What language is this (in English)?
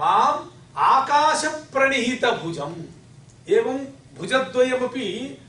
Sanskrit